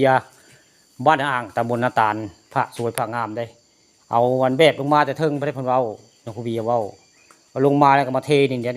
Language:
Northeastern Thai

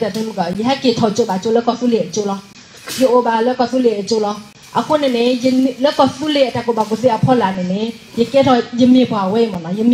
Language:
S'gaw Karen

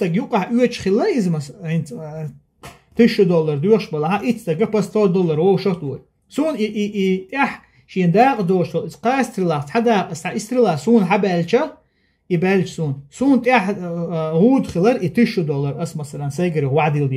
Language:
Chechen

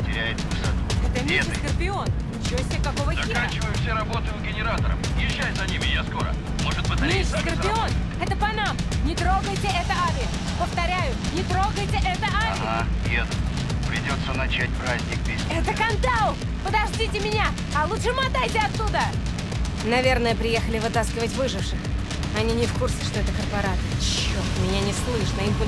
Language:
Russian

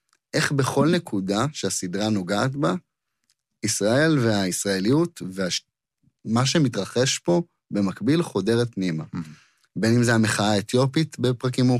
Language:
Hebrew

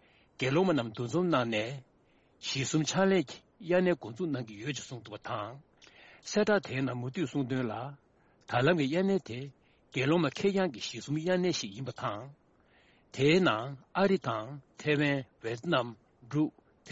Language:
Tibetan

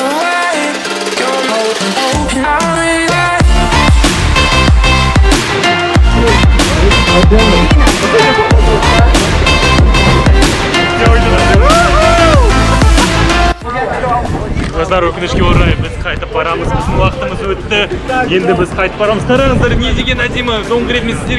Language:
Kazakh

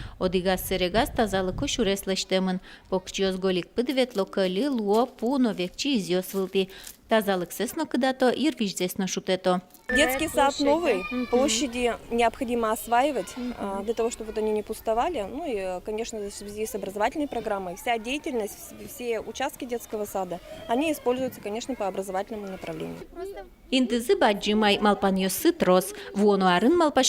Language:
Udmurt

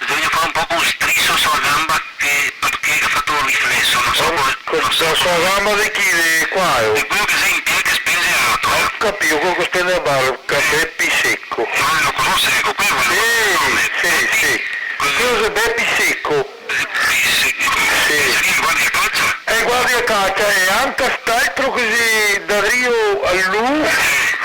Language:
Venetian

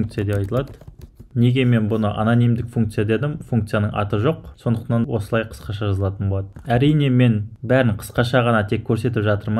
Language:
Kazakh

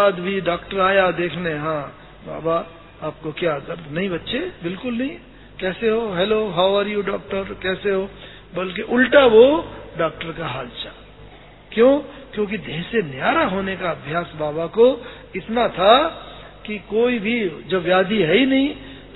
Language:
Hindi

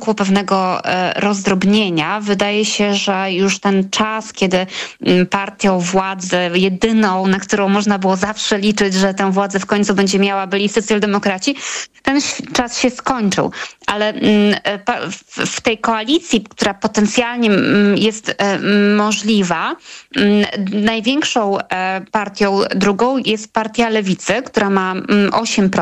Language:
Polish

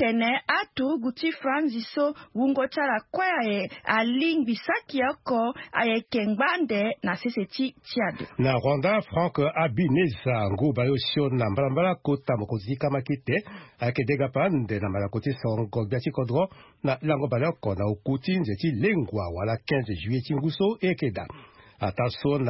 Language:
Sango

